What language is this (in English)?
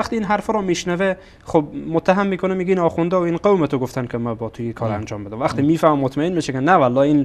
Persian